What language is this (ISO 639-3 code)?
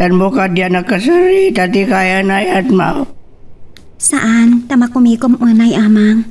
ilo